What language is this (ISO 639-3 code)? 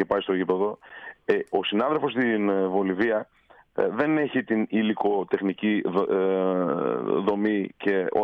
ell